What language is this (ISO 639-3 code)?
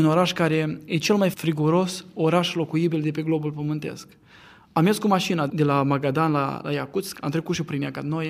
ron